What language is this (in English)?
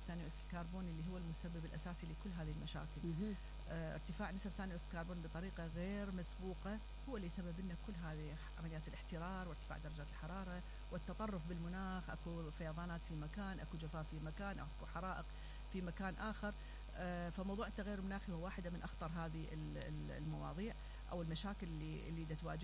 Mesopotamian Arabic